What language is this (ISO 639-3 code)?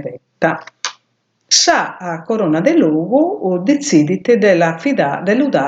srd